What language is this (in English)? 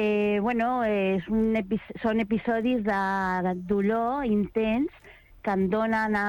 Catalan